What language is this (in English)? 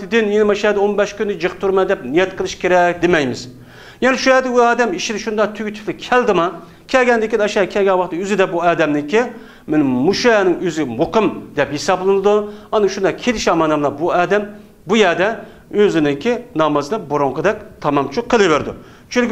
Uyghur